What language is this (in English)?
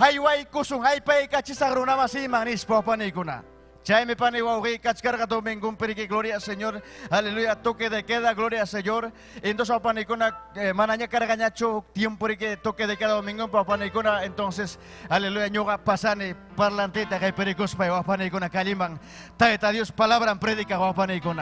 Ayacucho Quechua